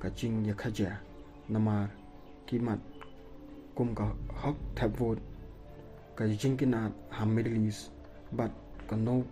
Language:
Khasi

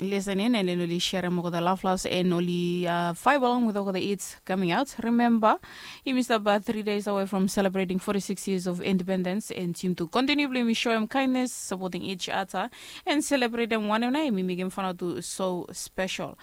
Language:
Bislama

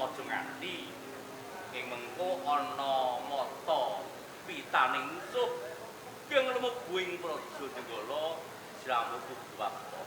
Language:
Javanese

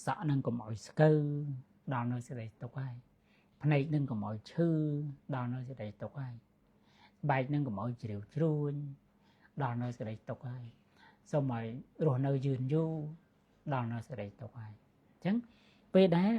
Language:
Khmer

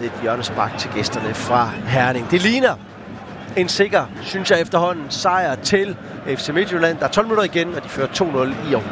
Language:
Danish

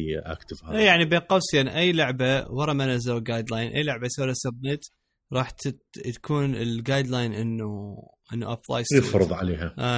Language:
Mesopotamian Arabic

